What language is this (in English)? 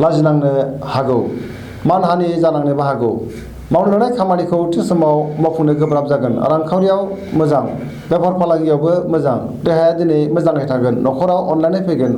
Bodo